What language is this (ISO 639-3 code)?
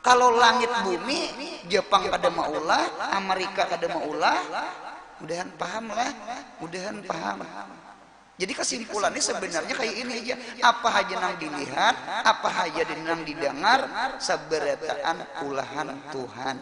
bjn